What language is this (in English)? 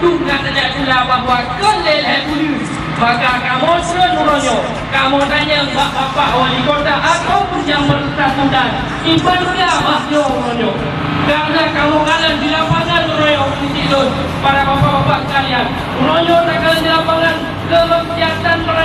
Achinese